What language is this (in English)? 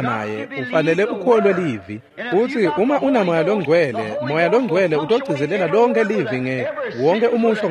Swati